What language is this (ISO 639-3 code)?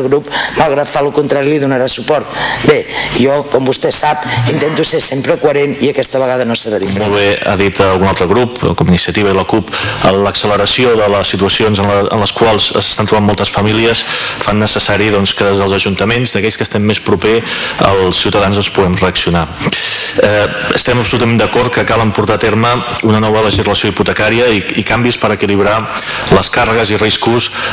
cat